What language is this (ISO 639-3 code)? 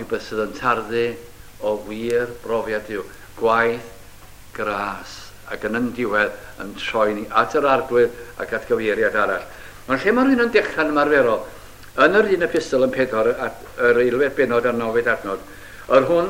cym